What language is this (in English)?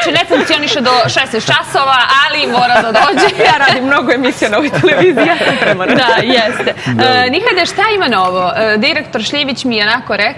Bosnian